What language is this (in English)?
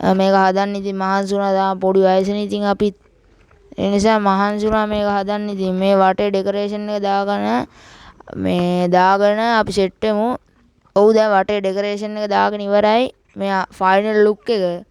Sinhala